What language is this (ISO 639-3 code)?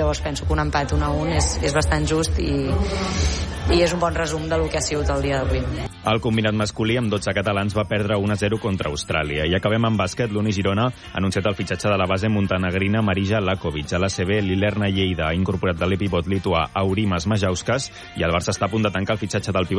cat